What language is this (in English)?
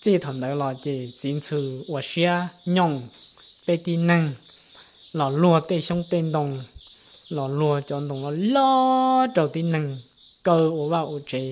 Hmong